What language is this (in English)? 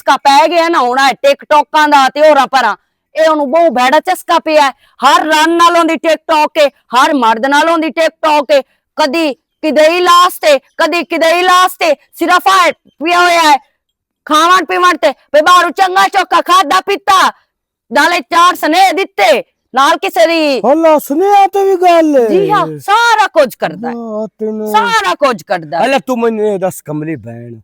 Western Panjabi